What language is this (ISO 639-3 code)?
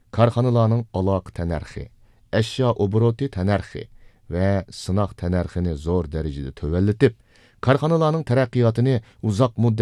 uig